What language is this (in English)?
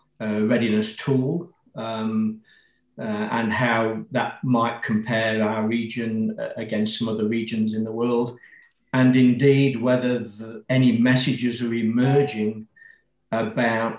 English